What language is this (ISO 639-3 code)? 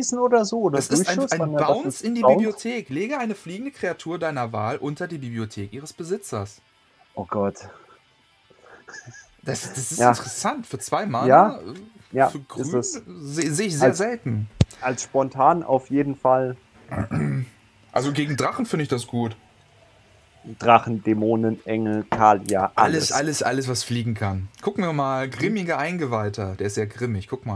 deu